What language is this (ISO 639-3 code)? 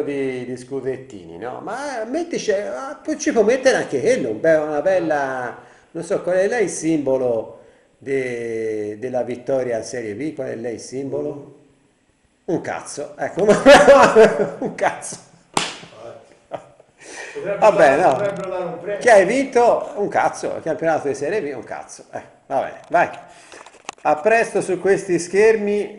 ita